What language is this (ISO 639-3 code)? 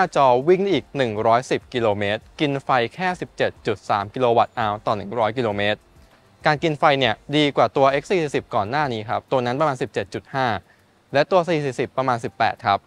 tha